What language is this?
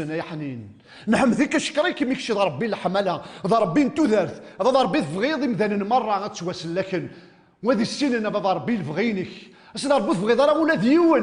Kabyle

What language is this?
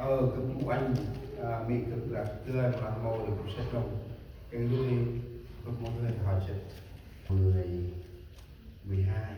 Central Mnong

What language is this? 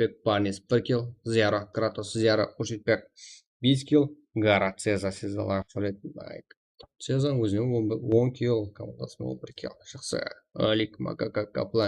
Kara-Kalpak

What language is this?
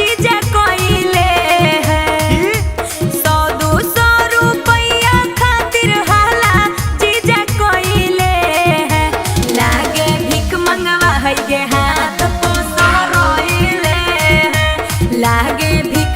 Magahi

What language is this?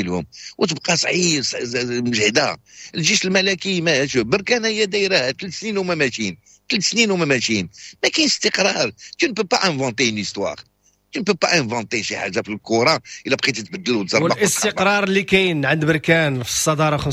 Moroccan Arabic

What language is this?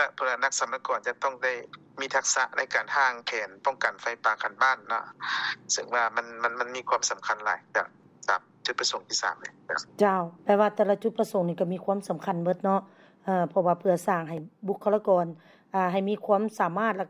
Lao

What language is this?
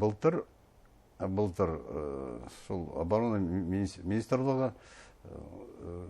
Bashkir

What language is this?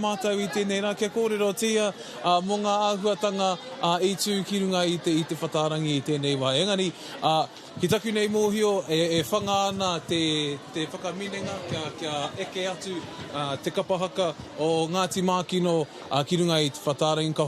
Māori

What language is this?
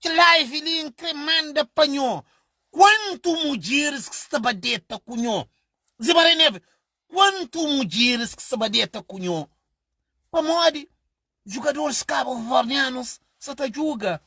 Kabuverdianu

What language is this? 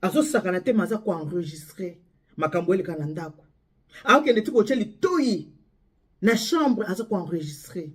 Lingala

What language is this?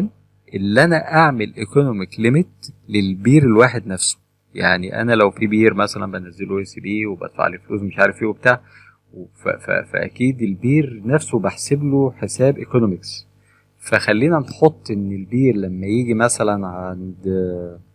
Egyptian Arabic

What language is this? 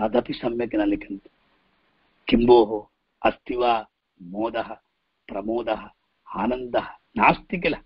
Sanskrit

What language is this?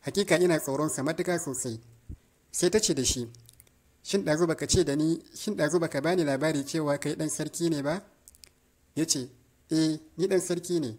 Hausa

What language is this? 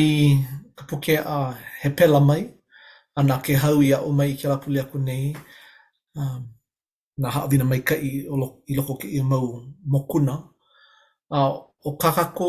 Hawaiian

